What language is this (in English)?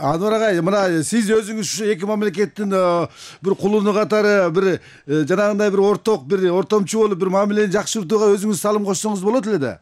Kyrgyz